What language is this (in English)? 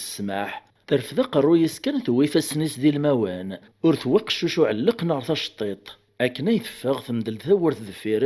Kabyle